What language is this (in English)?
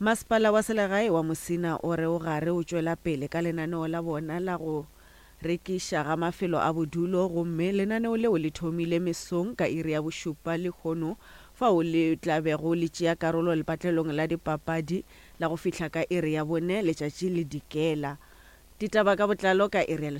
Northern Sotho